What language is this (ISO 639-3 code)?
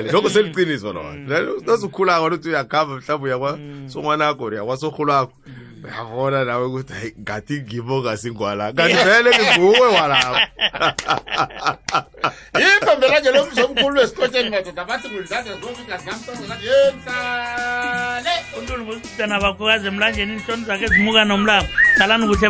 nbl